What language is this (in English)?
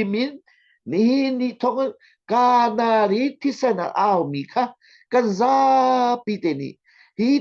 Hakha Chin